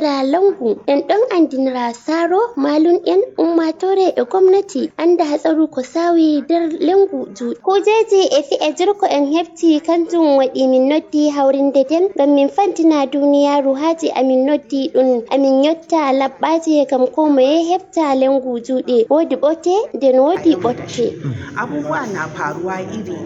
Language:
Fula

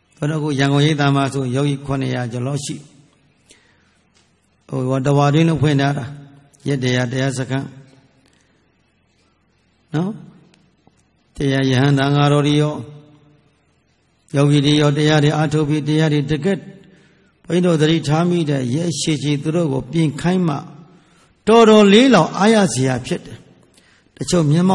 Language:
Burmese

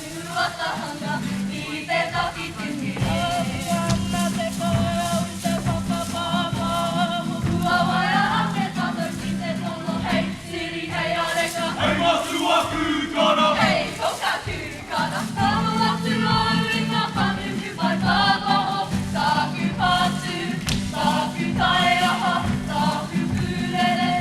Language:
Māori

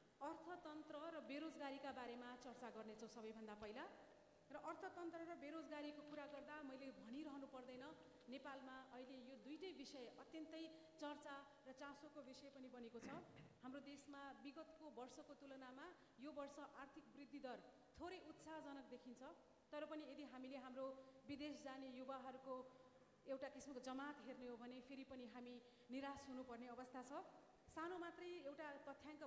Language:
Nepali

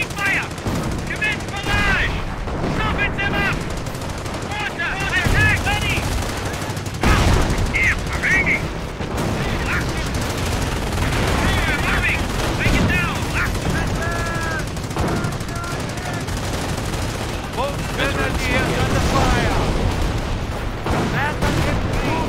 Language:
English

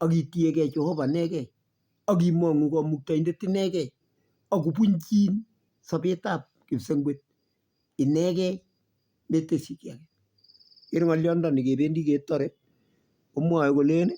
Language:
Kalenjin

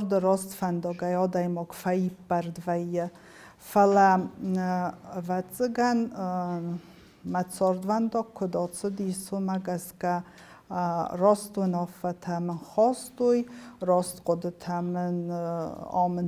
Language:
Ossetic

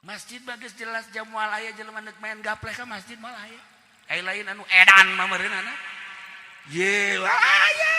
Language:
Sundanese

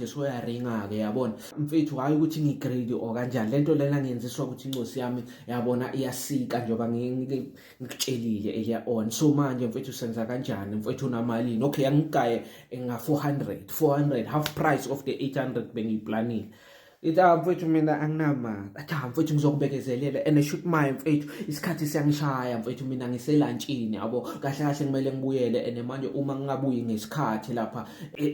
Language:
Zulu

